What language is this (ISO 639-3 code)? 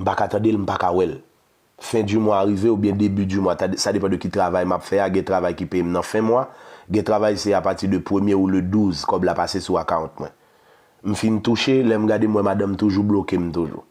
hat